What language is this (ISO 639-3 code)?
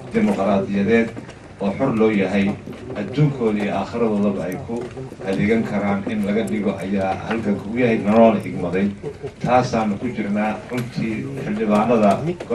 som